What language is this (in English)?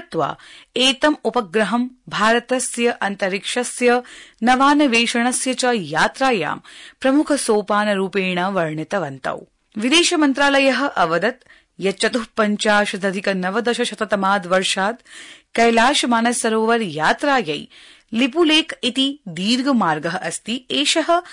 Sanskrit